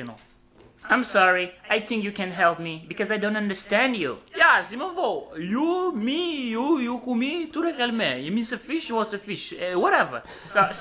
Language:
Kabuverdianu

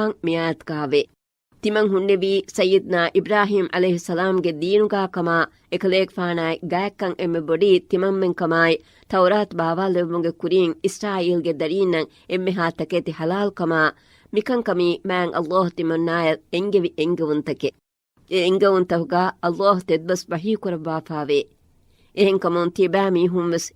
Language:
Divehi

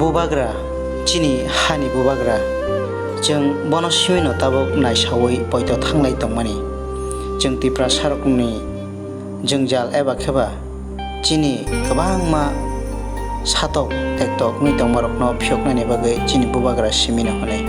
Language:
Kok Borok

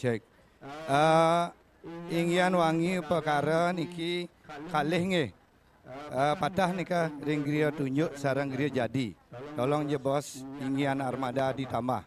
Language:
Balinese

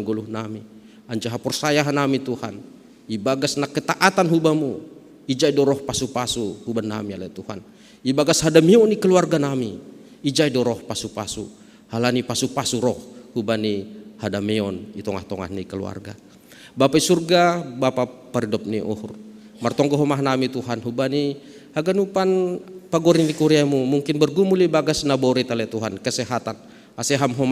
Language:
Batak Simalungun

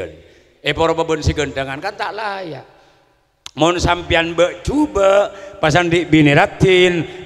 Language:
Madurese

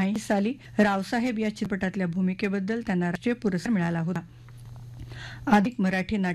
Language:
Marathi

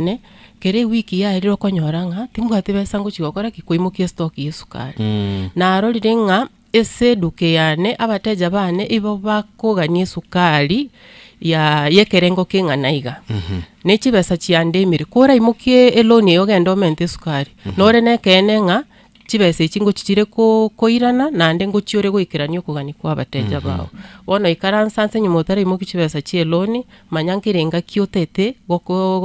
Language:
Gusii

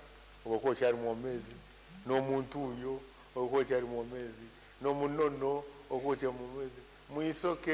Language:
Nyankole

